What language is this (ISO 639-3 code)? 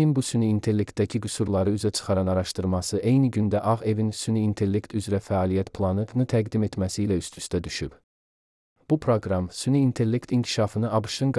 aze